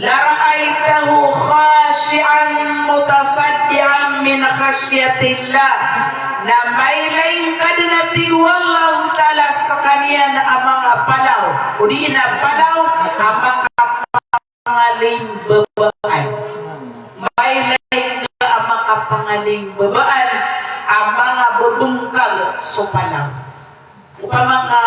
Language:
Maranao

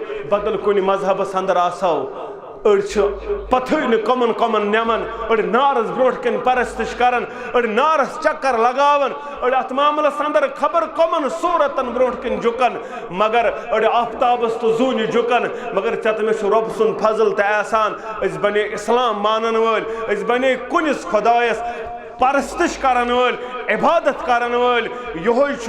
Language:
Kashmiri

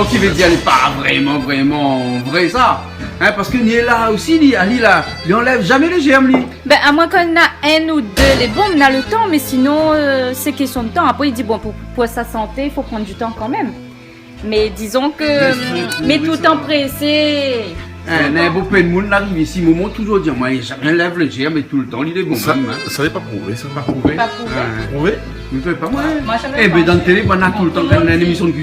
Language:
Réunion Creole French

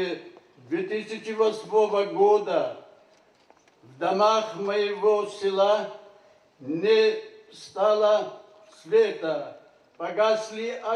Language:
Ossetic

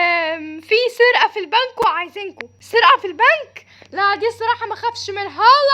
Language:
Egyptian Arabic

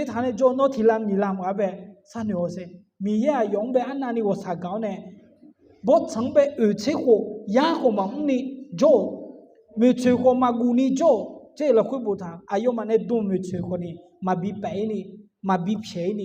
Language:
Akha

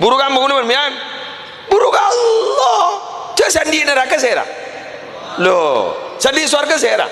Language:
Madurese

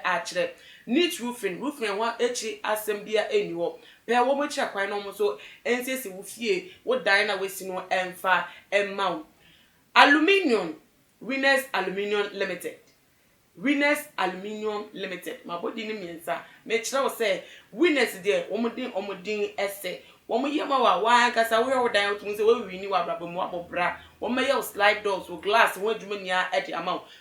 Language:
Akan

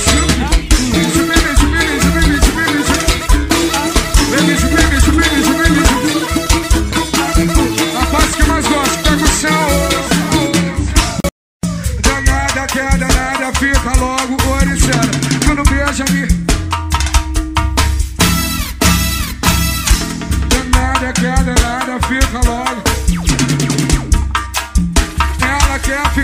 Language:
Portuguese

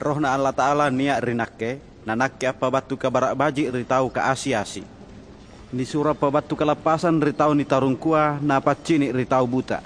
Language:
Makasar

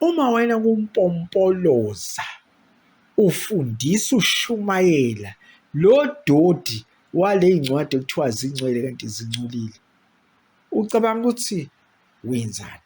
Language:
Zulu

